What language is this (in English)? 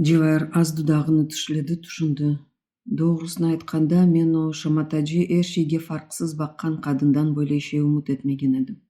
Crimean Tatar